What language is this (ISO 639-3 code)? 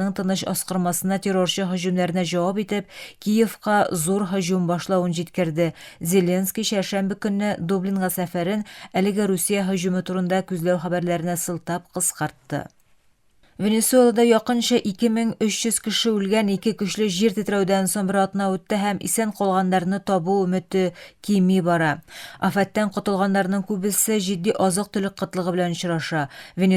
tat